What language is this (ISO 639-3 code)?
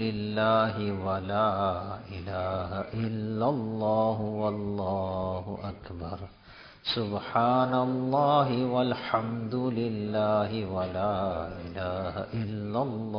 ara